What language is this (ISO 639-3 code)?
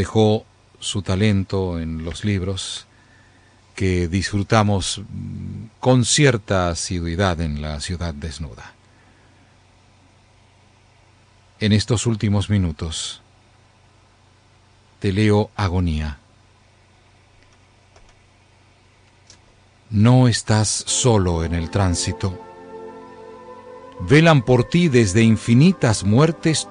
spa